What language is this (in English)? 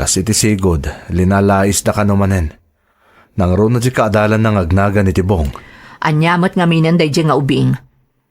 Iloko